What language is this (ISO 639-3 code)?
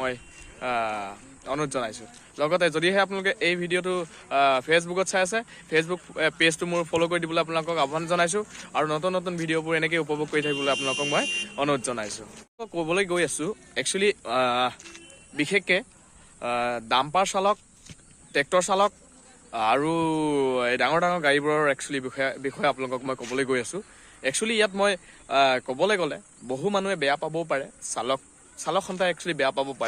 asm